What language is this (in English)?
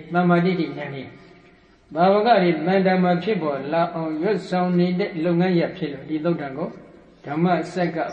Burmese